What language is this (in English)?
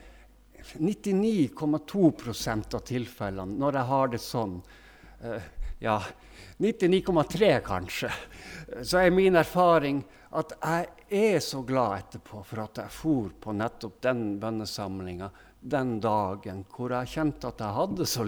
Norwegian